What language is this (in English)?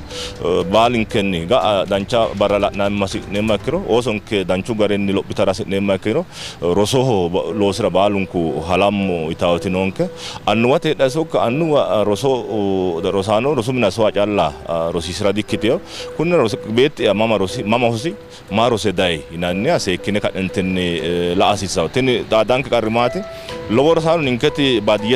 Sidamo